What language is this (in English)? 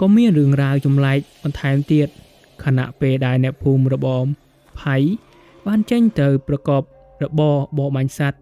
Khmer